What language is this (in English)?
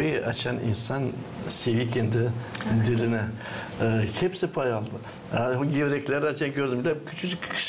Gagauz